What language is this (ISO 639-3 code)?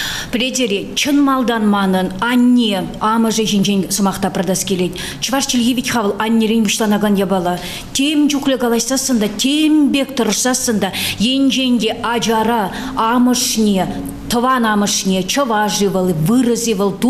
chv